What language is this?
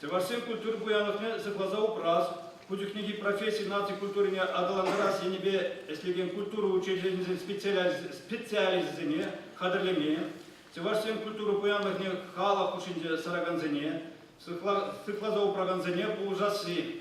Chuvash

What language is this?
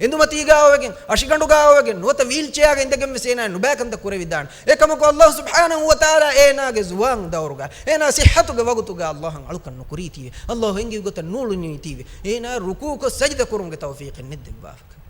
Divehi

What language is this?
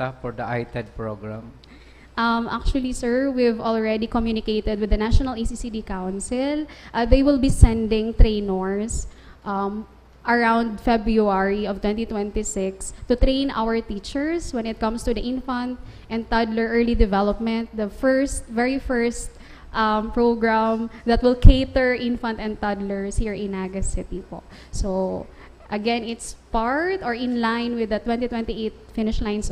Bikol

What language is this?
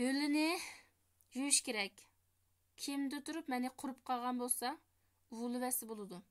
Uyghur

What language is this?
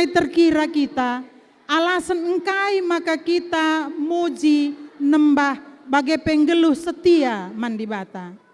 Batak Karo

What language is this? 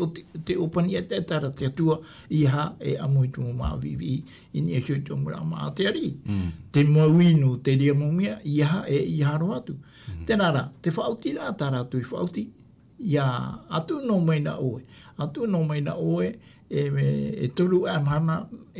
Tahitian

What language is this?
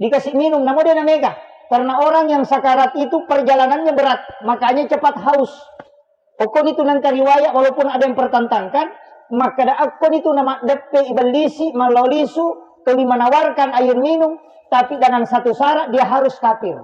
Buginese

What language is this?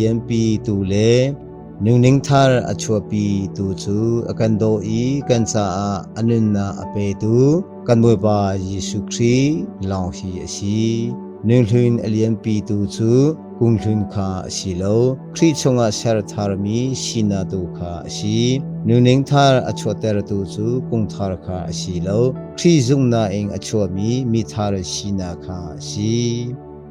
Hakha Chin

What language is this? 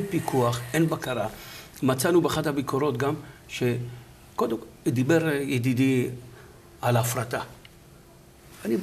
Hebrew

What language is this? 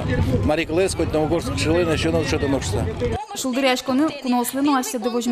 Udmurt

